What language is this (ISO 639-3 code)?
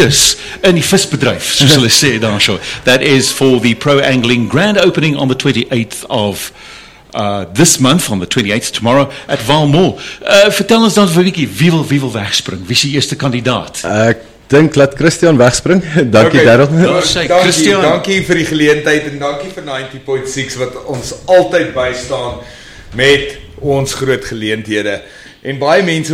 afr